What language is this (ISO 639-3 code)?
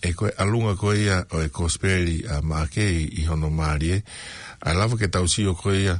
ton